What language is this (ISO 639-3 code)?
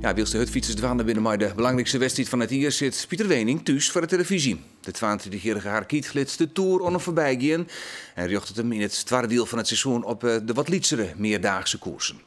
fry